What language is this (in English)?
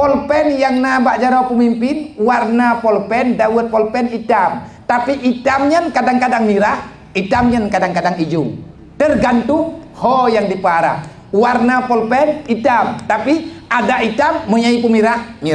Achinese